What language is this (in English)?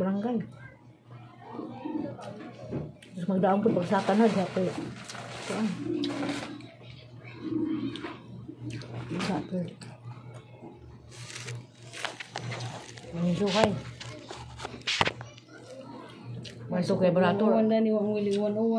Filipino